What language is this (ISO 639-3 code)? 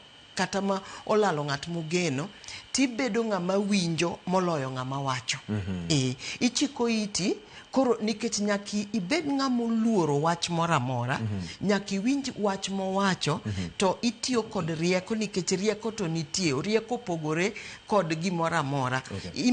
luo